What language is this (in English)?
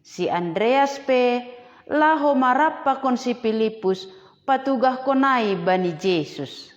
Batak Simalungun